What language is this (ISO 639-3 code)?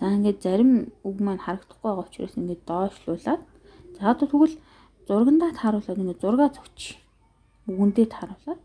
mon